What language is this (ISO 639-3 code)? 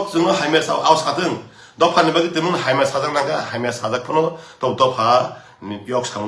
trp